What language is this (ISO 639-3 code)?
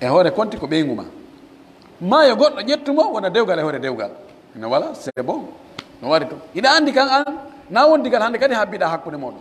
fuf